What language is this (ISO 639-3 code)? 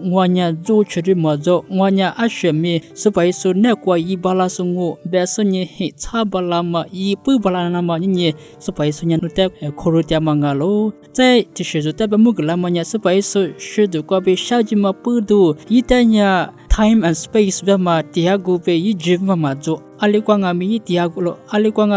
lis